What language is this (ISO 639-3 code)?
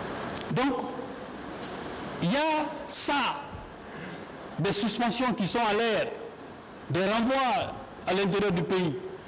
fra